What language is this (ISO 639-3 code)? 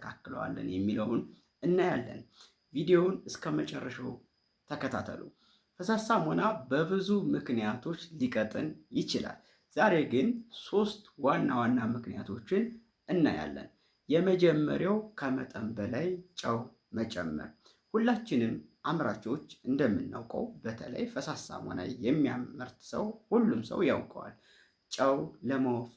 amh